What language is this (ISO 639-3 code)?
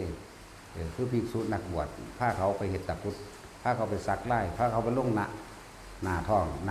tts